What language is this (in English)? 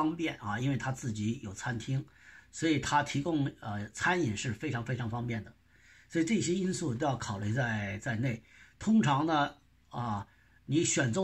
Chinese